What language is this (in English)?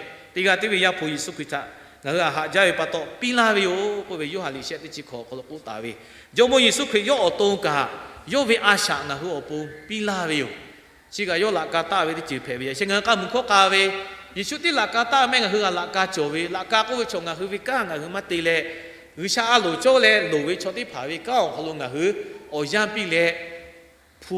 Lahu